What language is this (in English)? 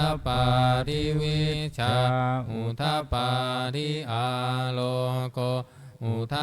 Pali